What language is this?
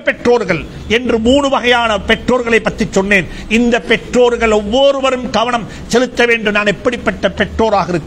Tamil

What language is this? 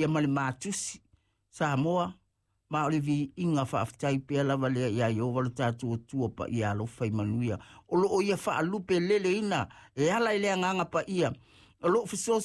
Samoan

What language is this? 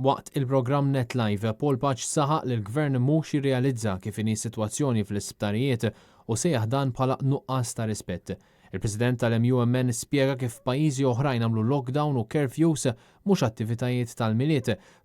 Maltese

